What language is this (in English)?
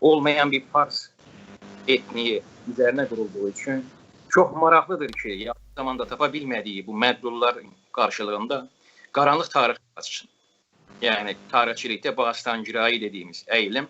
South Azerbaijani